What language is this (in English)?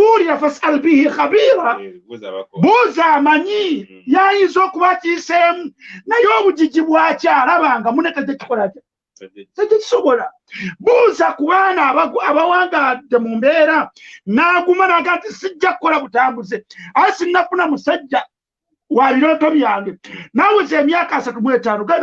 Ganda